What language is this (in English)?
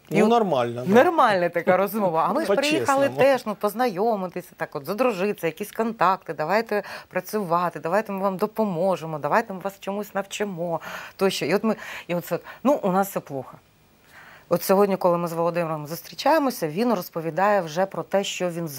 Ukrainian